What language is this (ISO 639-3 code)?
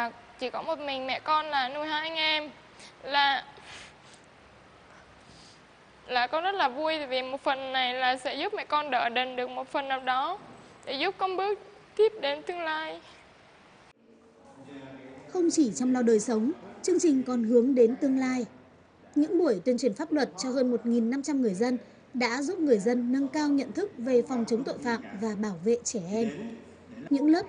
vie